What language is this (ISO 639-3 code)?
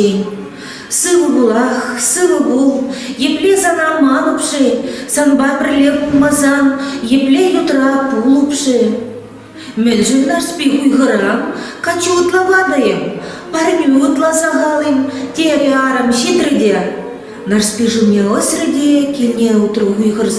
chv